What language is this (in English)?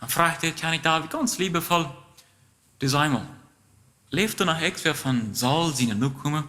Plautdietsch